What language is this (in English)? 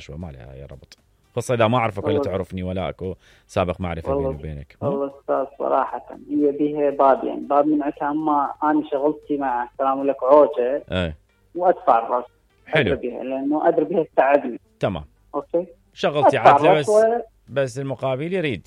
Mesopotamian Arabic